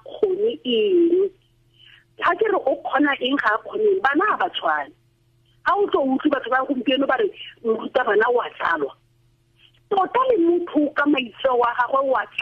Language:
Tswana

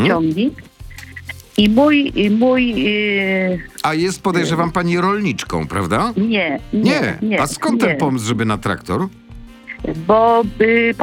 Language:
Polish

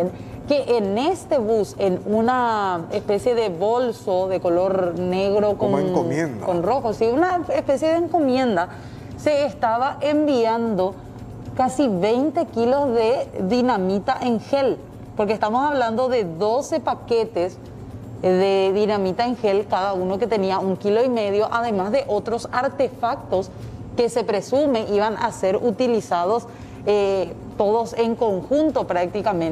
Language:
Spanish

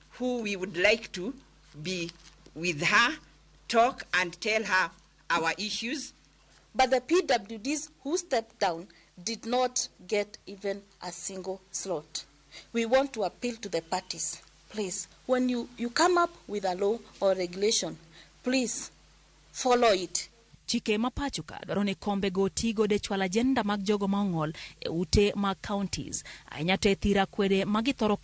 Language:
Luo (Kenya and Tanzania)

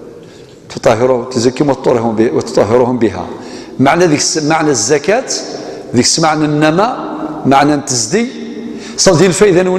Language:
Kabyle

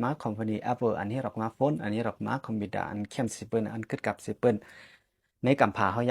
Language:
Shan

